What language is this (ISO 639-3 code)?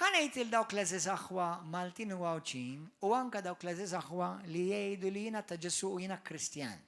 mlt